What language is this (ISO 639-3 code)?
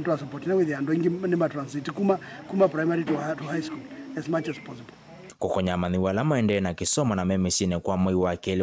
kam